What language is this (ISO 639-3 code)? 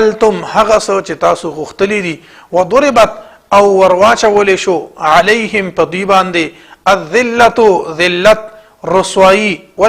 pus